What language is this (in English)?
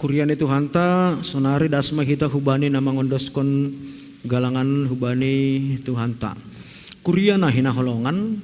Batak Simalungun